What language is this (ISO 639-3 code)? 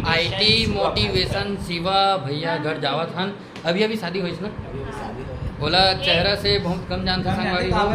hne